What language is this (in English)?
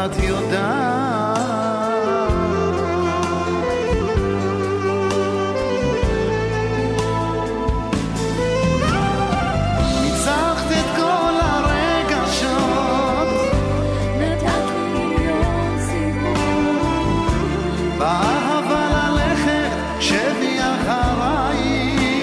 Hebrew